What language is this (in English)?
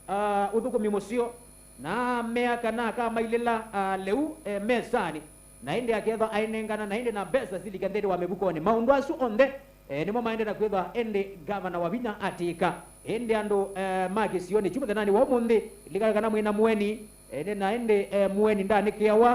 Kamba